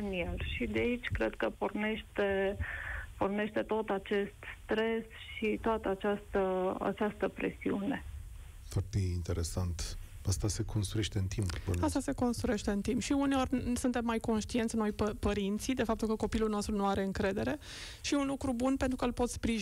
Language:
Romanian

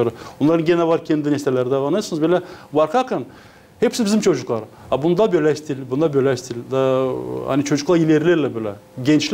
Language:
Gagauz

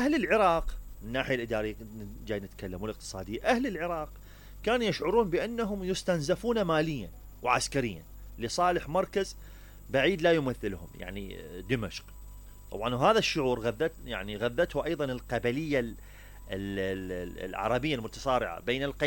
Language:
Mesopotamian Arabic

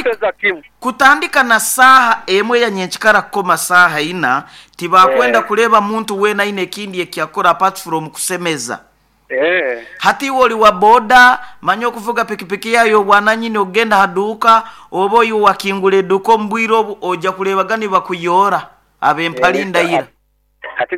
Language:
Nyoro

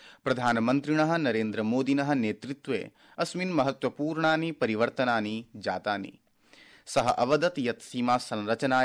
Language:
Sanskrit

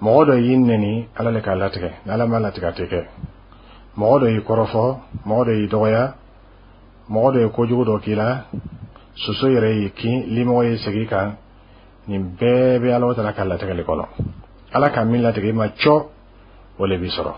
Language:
Bambara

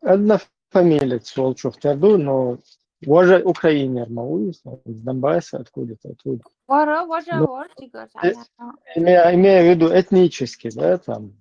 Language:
Chechen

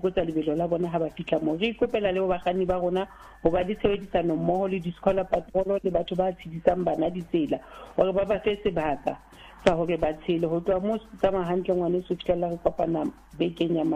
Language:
Southern Sotho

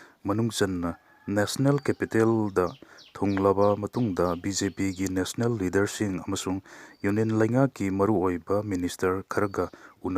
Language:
Manipuri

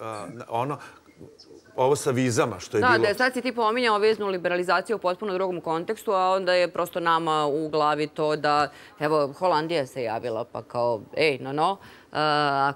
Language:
Serbian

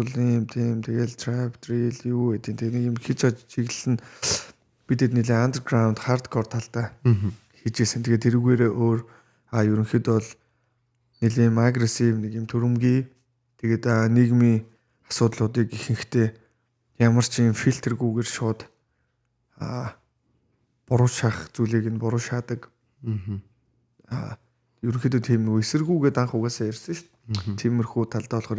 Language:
Mongolian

